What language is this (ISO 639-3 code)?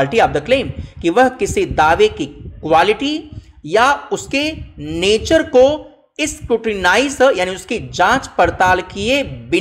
hin